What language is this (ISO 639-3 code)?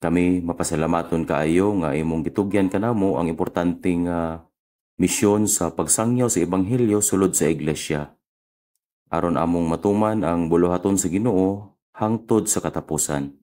ceb